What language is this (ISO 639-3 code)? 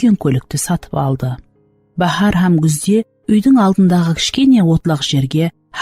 kaa